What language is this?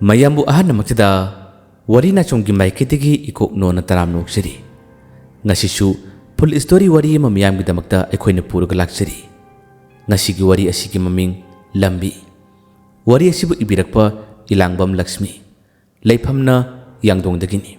Manipuri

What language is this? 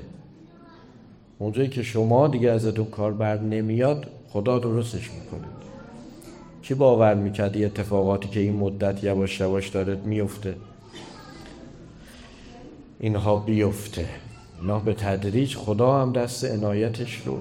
Persian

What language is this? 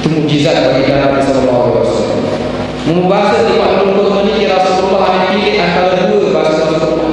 Sasak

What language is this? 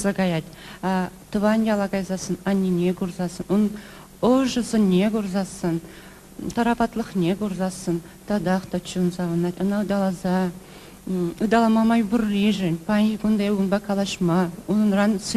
Chuvash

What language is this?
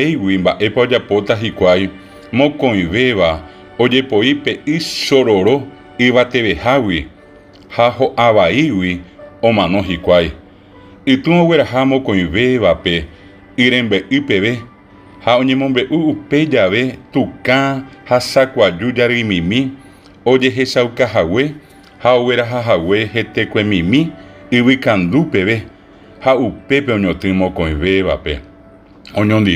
Guarani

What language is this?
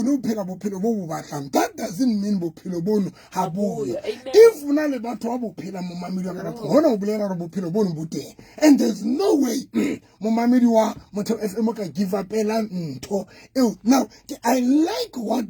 Southern Sotho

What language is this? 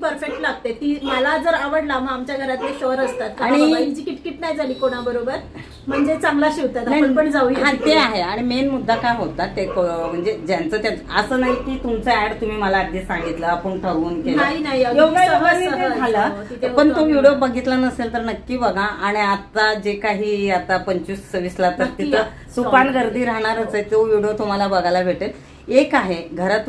Marathi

